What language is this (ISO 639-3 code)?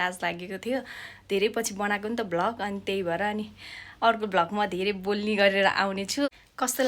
nep